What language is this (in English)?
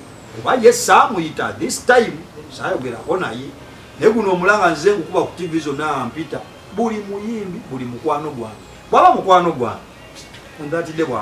Ganda